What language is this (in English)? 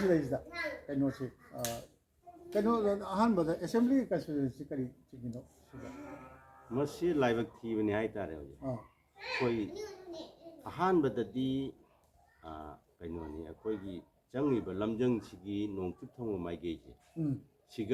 Manipuri